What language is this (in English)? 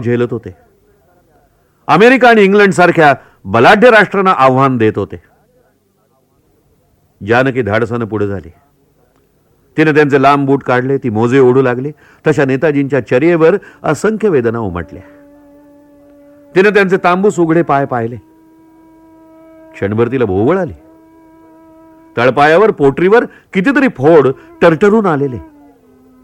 Marathi